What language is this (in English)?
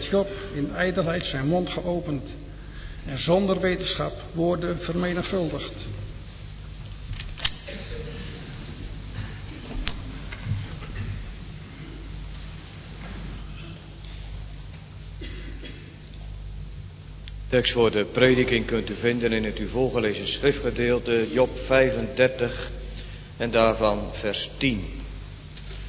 Dutch